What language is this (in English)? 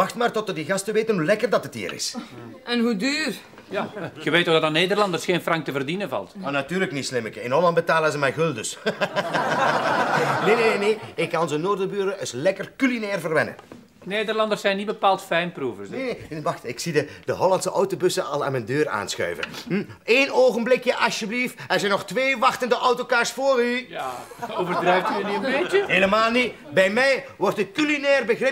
Dutch